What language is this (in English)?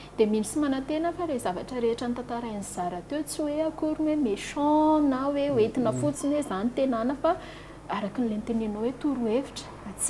Malagasy